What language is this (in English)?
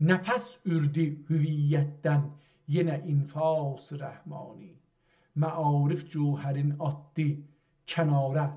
South Azerbaijani